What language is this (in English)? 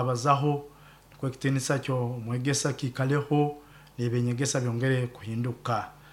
Nyankole